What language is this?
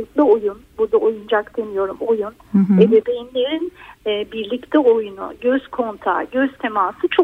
Turkish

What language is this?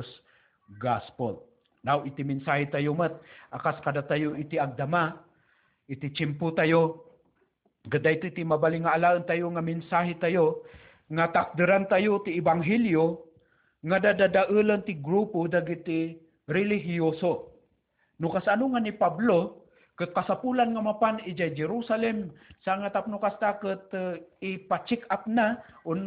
Iloko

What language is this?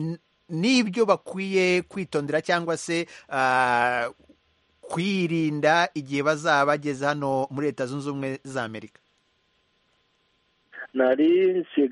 Kinyarwanda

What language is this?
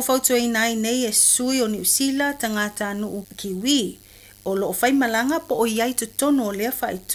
Samoan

